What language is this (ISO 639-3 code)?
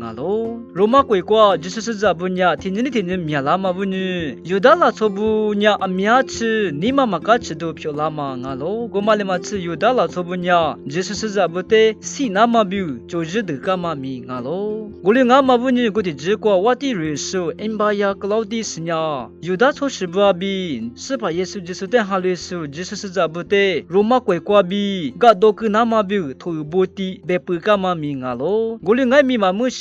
lis